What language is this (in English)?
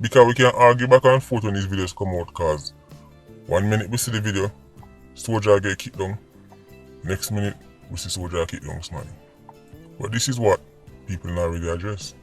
Jamaican Creole English